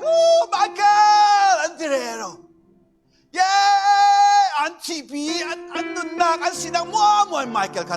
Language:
Falam Chin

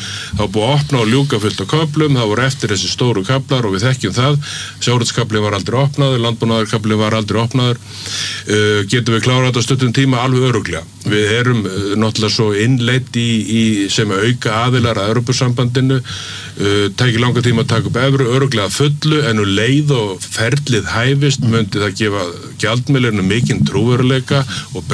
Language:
Icelandic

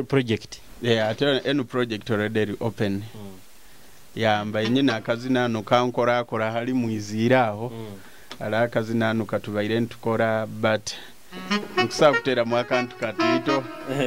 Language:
Nyoro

